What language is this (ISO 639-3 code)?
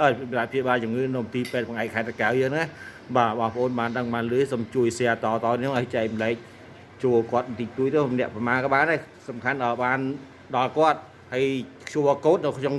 khm